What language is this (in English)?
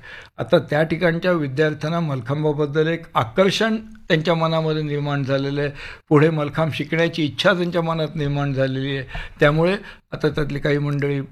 Marathi